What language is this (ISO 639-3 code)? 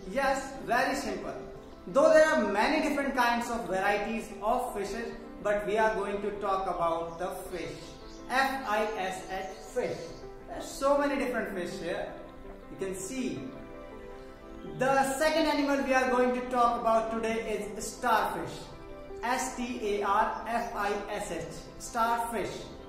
eng